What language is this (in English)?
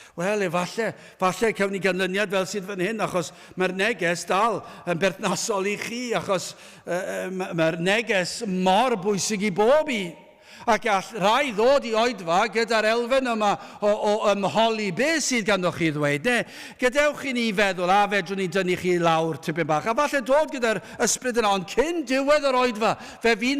Welsh